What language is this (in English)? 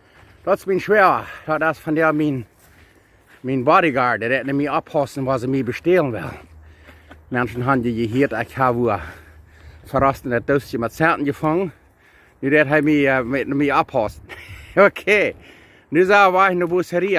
Plautdietsch